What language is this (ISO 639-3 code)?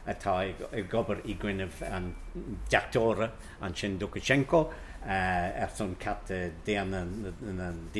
gle